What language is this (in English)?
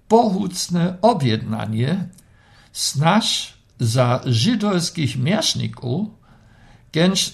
Lower Sorbian